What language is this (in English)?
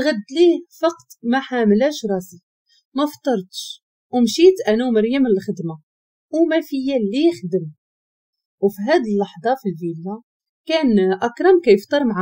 Moroccan Arabic